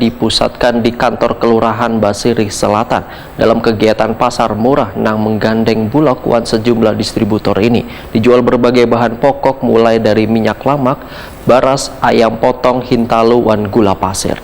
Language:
Banjar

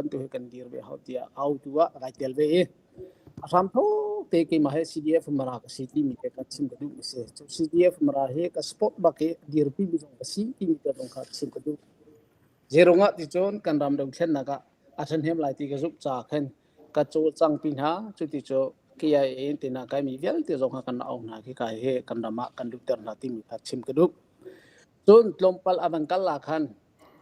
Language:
Hakha Chin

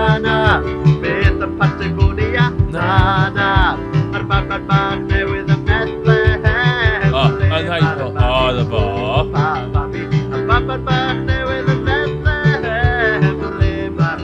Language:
Welsh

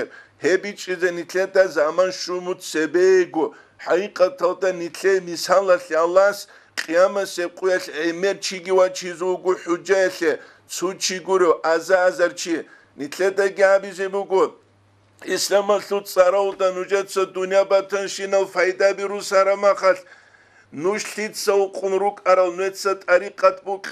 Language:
Avaric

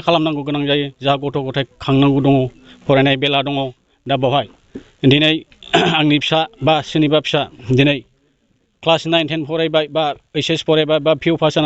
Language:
Bodo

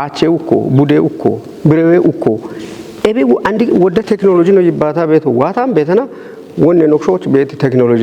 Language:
Kafa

